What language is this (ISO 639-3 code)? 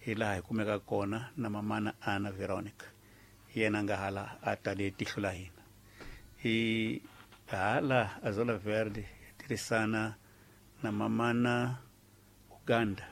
tso